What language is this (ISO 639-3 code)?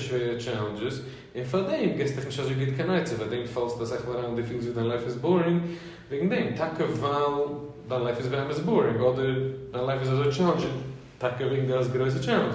yid